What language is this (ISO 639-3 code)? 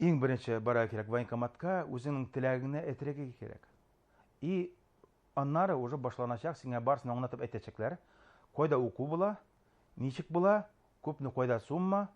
bak